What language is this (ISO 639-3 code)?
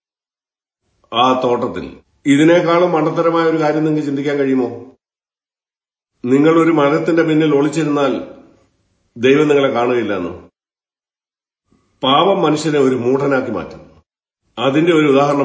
mal